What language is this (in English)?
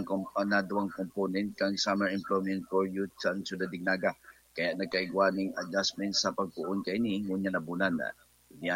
Bikol